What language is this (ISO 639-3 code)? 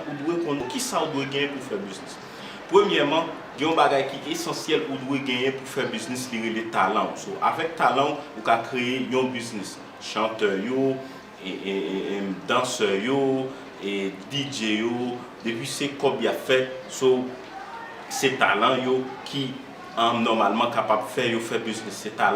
hat